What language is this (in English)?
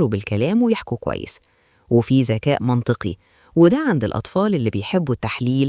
Egyptian Arabic